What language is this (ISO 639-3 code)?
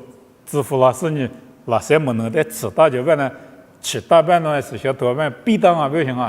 lis